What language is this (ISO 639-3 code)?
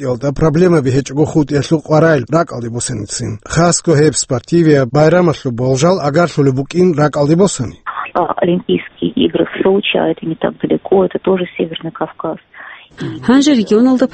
ava